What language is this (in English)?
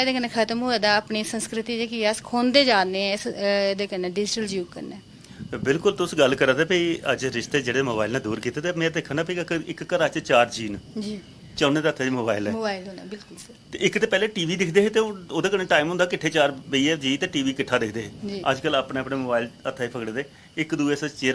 Dogri